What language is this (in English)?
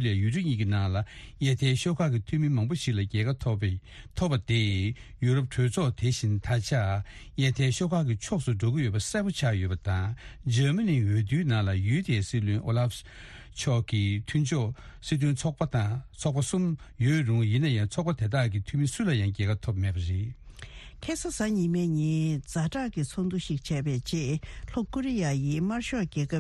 Tibetan